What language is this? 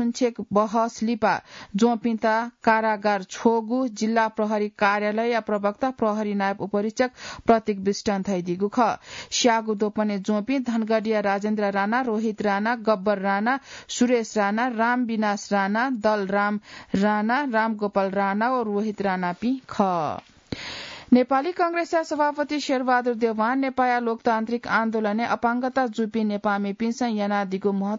Newari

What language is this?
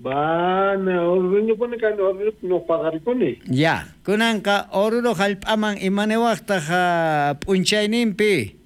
South Bolivian Quechua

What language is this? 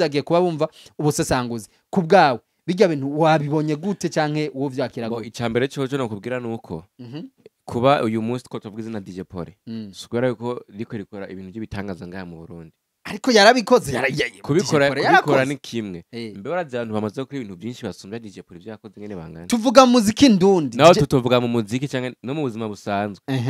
Rundi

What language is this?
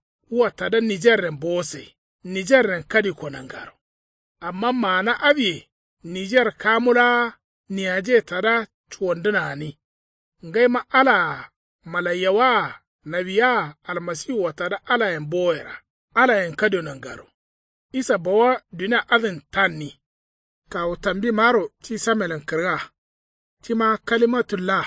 Kanuri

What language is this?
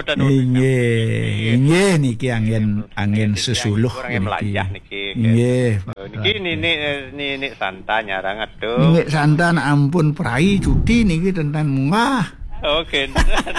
Balinese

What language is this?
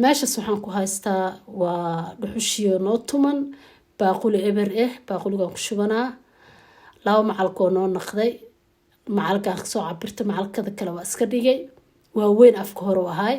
Somali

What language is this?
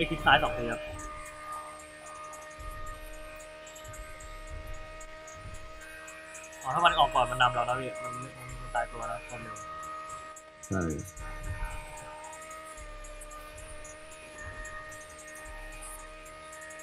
Thai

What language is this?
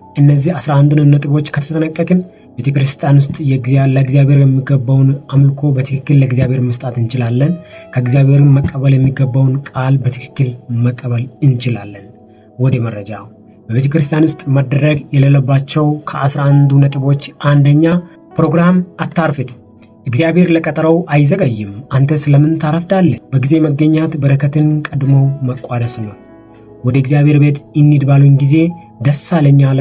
Amharic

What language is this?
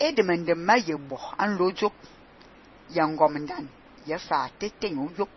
Fang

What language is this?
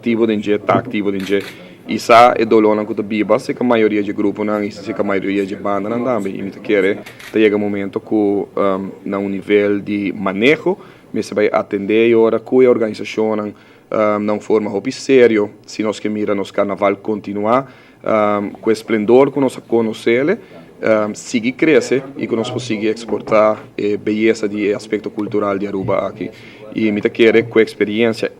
Papiamento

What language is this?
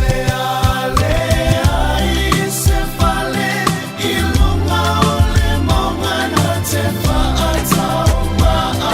Samoan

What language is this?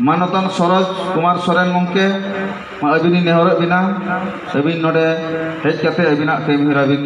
Santali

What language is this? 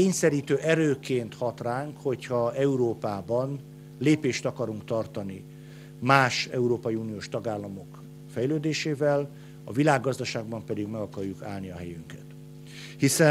Hungarian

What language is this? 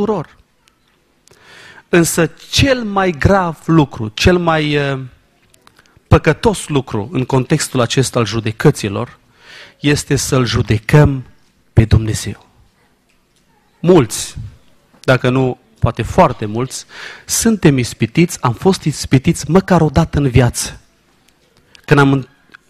Romanian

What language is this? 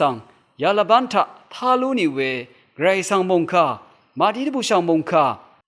Rawang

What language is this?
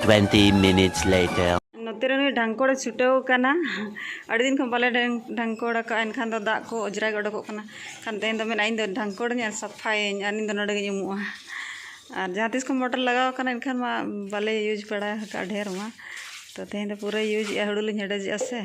Santali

